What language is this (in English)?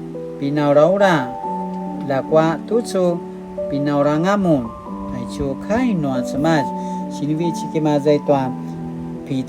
Paiwan